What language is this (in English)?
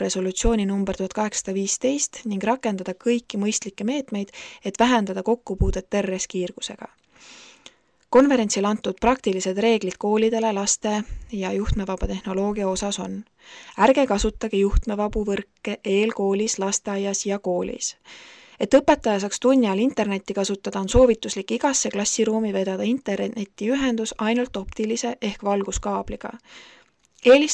Estonian